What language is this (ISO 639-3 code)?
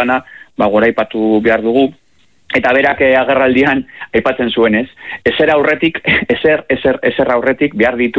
eus